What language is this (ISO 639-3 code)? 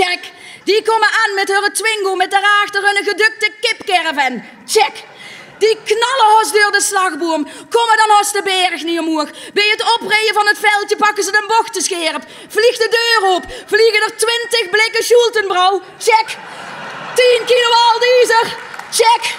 lim